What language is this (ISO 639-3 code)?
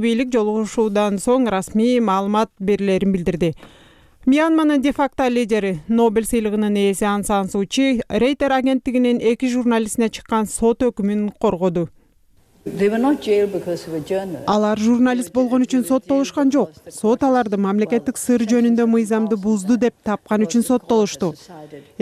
kir